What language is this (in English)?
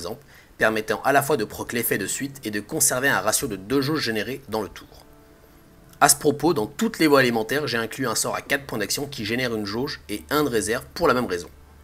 French